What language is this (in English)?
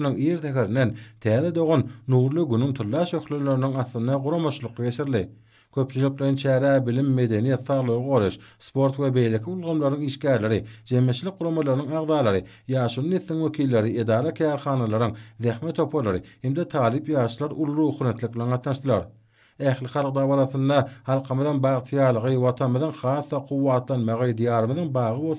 Turkmen